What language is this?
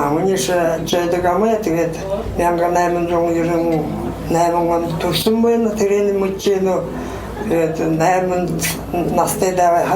Buriat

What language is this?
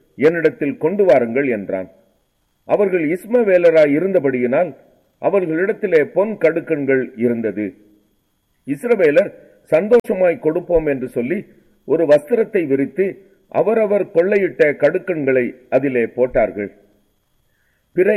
Tamil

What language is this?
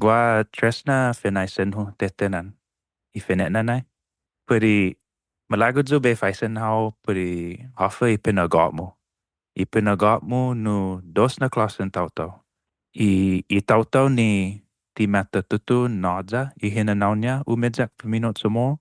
Chamorro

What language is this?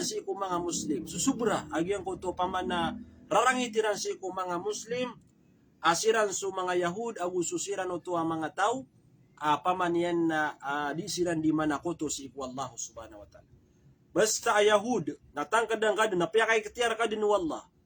Maranao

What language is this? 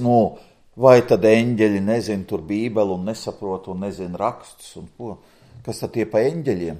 Latvian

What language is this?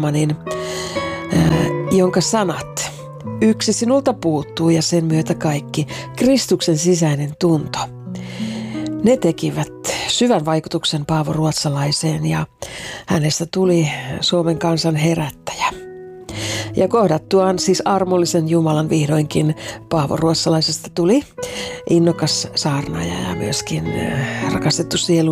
Finnish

